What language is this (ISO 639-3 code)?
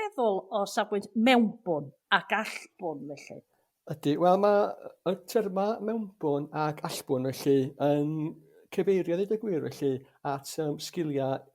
cym